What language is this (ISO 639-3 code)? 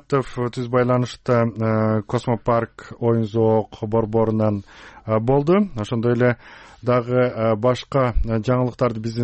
kir